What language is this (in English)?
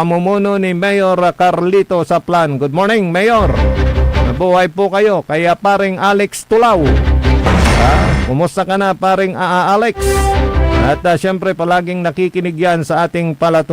Pangasinan